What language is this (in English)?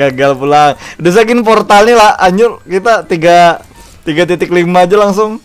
Banjar